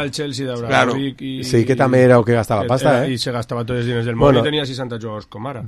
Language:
Catalan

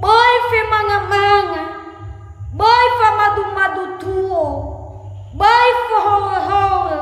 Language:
Nias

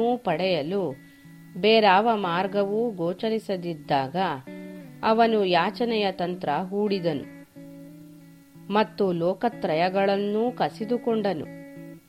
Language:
Kannada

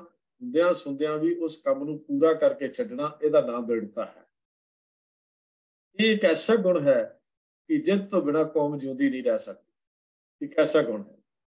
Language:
Punjabi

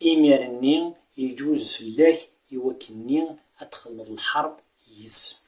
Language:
Kabyle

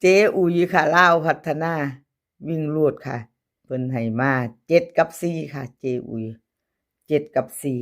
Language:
Northeastern Thai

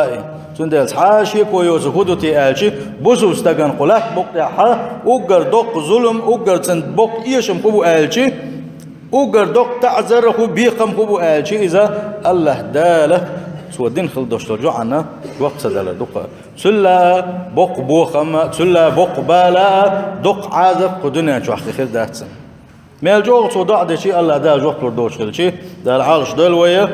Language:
Chechen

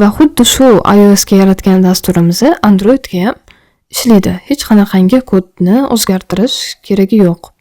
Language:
Uzbek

